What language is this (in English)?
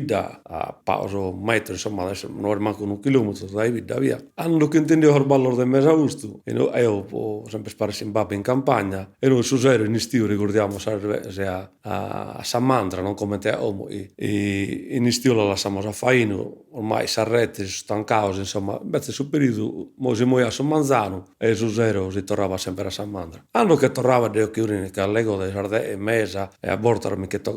Sardinian